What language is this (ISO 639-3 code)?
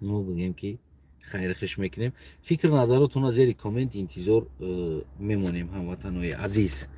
tgk